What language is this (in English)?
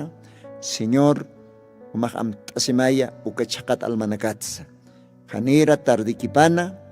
Aymara